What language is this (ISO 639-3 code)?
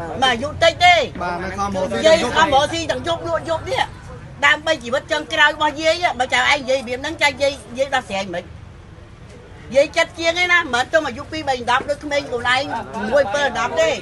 khm